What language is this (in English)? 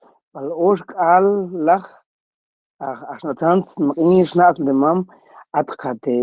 Mam